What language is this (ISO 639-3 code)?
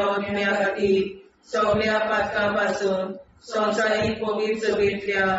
kok